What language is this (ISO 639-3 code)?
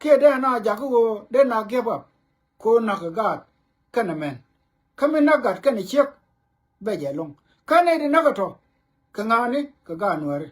nus